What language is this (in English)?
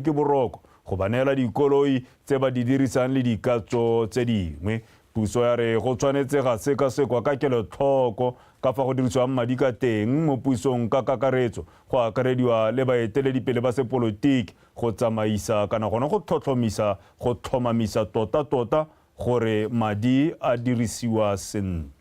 Tswana